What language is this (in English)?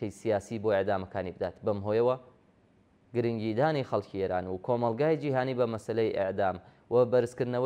Central Kurdish